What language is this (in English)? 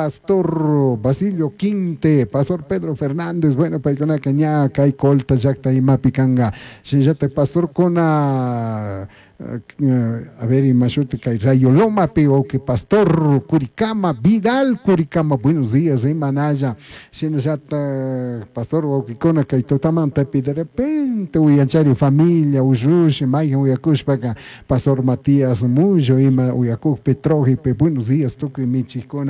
Chimborazo Highland Quichua